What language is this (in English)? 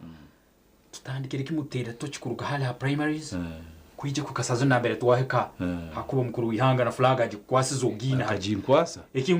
Nyankole